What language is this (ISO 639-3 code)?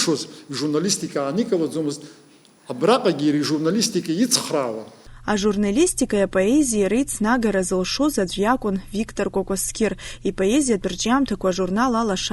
abk